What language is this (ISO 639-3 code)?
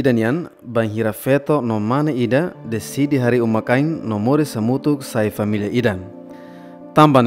tet